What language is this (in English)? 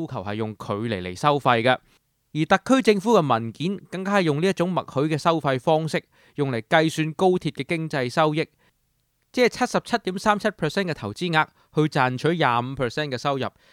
Cantonese